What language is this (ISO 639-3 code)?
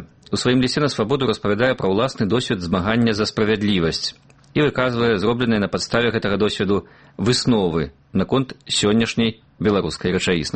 bel